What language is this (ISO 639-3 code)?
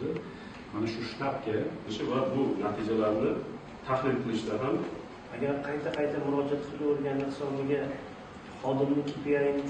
uzb